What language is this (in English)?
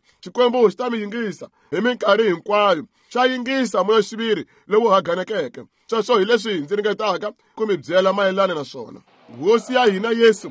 Tsonga